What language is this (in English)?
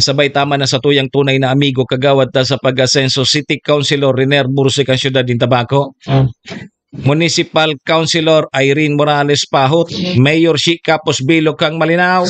Bikol